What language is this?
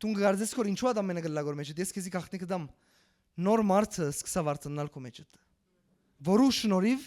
Western Armenian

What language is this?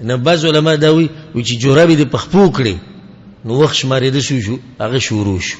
Pashto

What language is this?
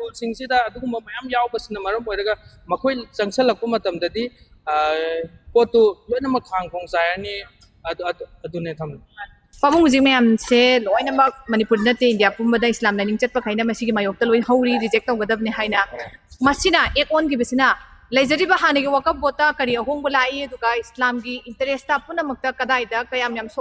Manipuri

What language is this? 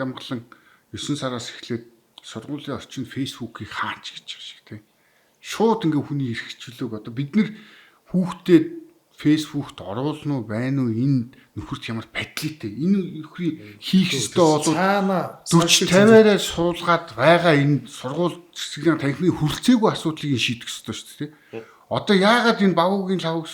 Mongolian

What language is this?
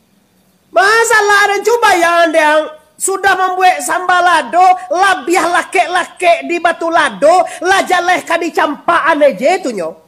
Minangkabau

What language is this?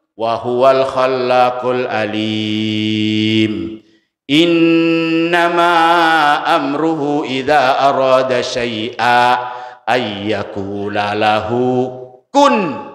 Buginese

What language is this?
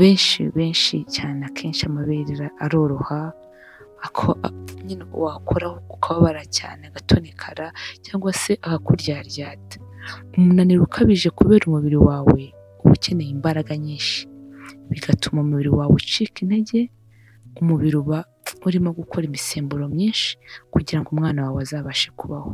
Kinyarwanda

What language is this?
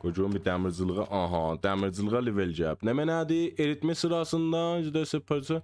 South Azerbaijani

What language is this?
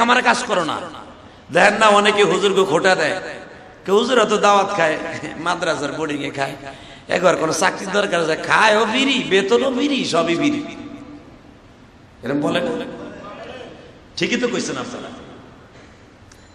Bangla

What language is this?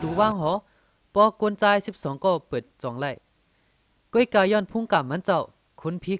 Shan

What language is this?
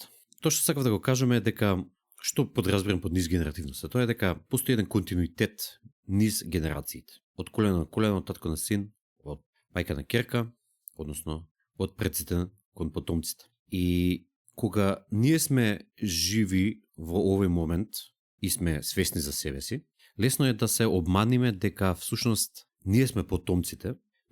Macedonian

